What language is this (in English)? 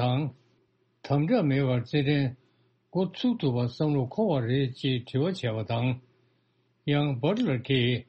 Tibetan